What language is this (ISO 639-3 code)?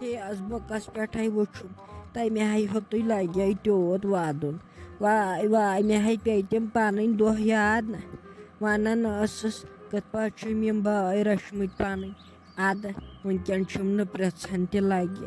kas